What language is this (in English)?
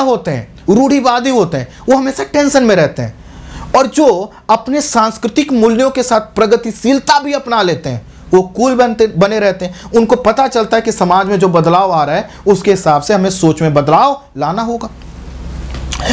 Hindi